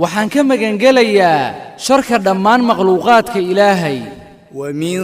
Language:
Somali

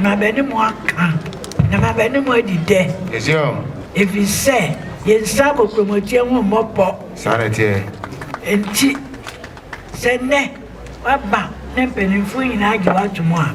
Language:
Akan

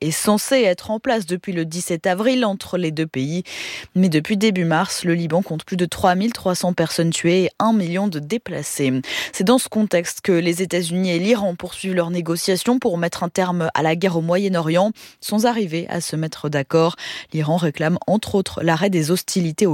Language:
French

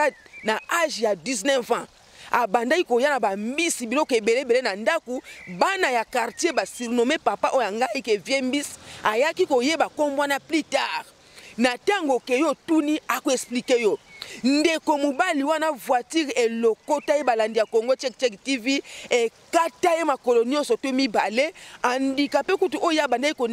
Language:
Lingala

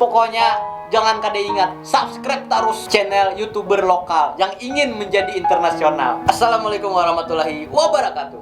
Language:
Banjar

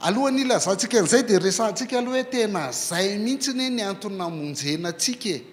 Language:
Malagasy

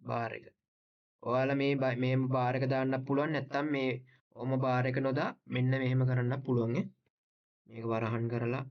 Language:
Sinhala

